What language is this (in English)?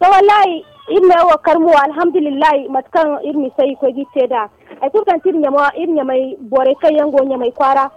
Zarma